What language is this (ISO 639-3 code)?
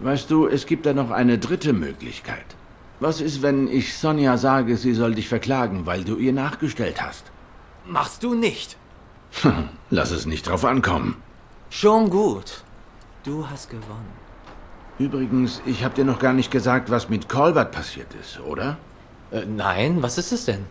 gsw